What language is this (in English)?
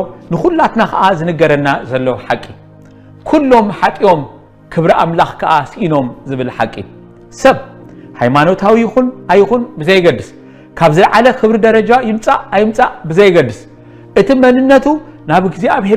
Tigrinya